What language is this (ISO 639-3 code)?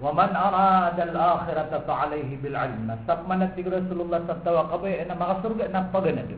mrw